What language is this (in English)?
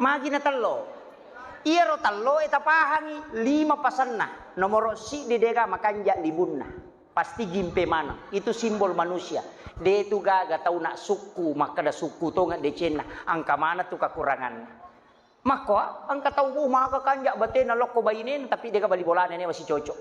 Buginese